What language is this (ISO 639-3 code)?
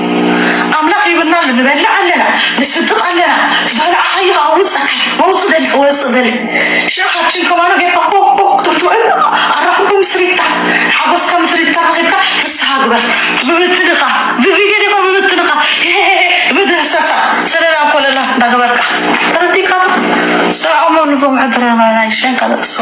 tir